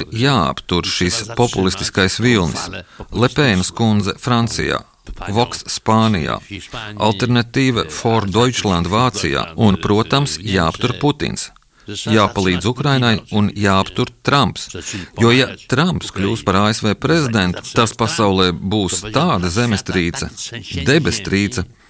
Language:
Latvian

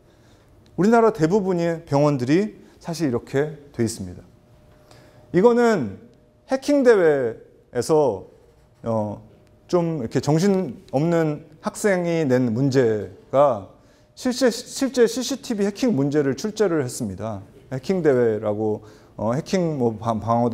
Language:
Korean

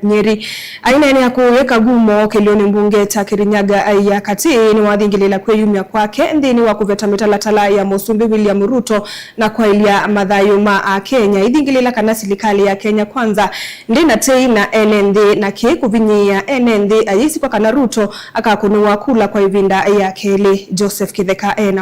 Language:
Kamba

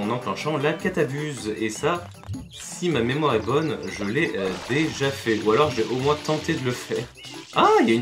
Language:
French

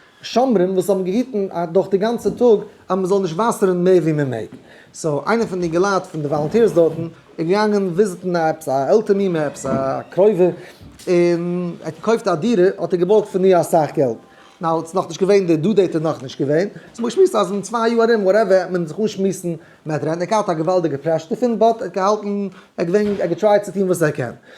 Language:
Yiddish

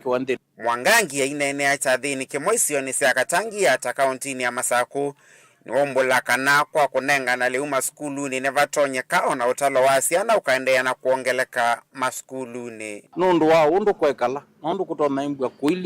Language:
Kamba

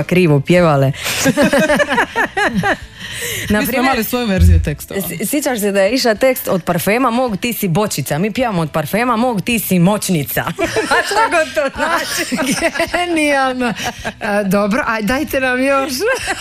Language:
Croatian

